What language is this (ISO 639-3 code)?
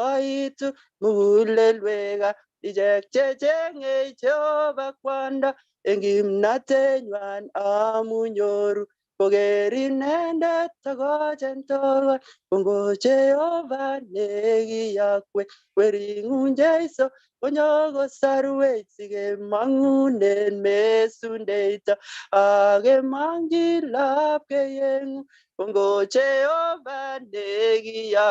kln